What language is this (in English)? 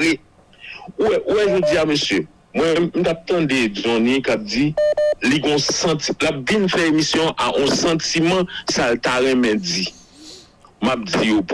Haitian Creole